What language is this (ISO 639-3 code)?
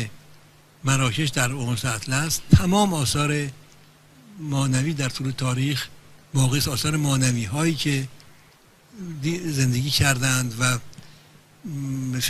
fas